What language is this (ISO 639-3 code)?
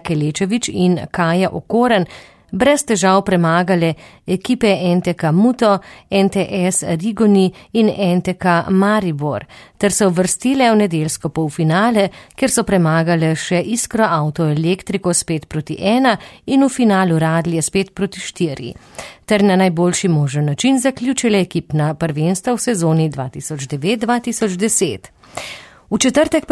slv